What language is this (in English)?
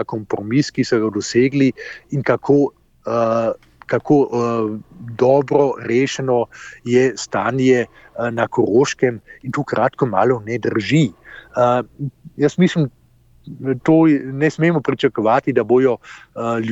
Slovenian